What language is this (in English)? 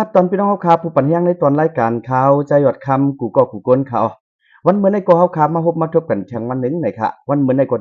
Shan